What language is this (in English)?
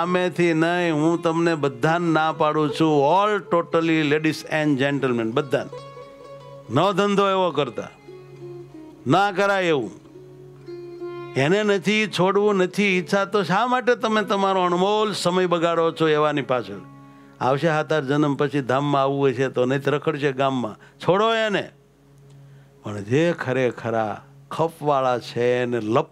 Gujarati